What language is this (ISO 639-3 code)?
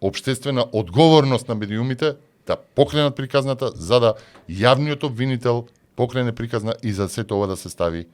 mkd